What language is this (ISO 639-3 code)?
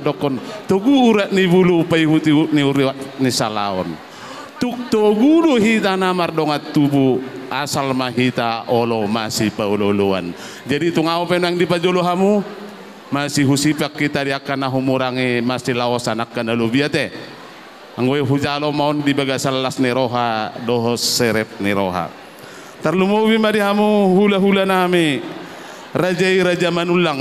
bbc